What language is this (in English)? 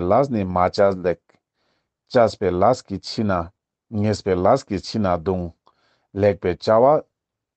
Ladakhi